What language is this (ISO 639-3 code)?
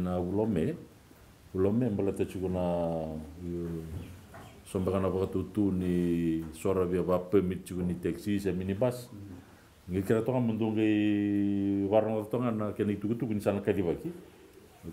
fij